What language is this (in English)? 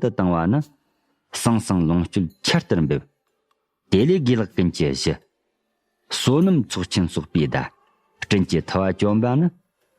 Tibetan